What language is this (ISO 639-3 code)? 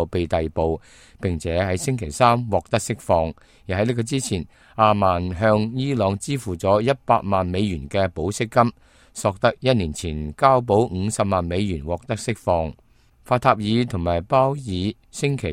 yue